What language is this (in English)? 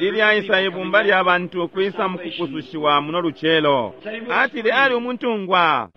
Bemba